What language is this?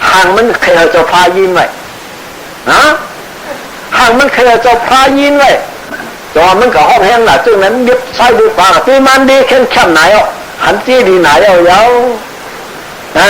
Shan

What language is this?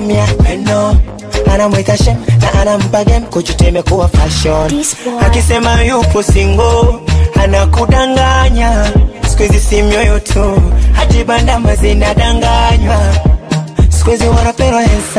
Swahili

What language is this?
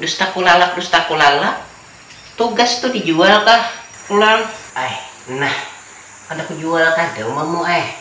Banjar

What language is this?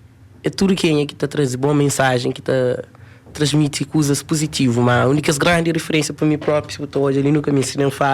Kabuverdianu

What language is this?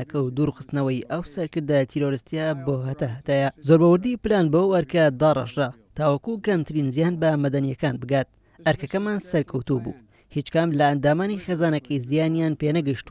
Central Kurdish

